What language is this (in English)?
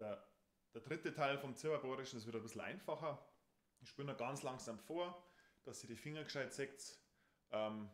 Bavarian